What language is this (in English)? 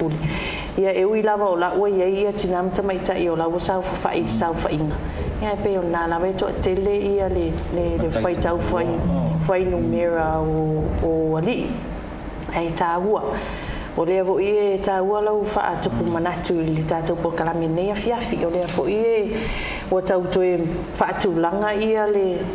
Samoan